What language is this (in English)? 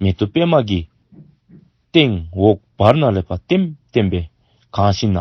Dzongkha